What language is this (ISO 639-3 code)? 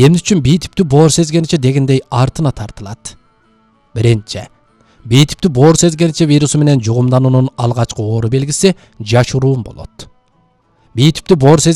kir